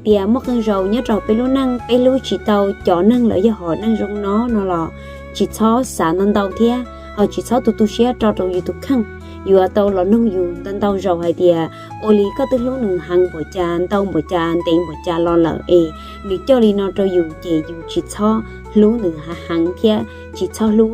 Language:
Hmong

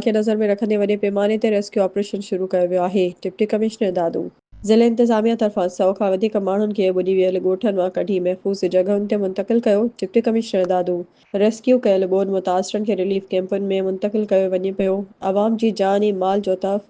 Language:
Sindhi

